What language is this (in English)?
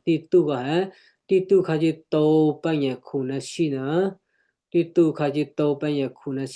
Western Kayah